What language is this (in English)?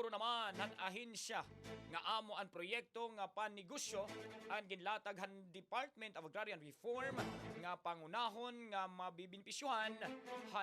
Waray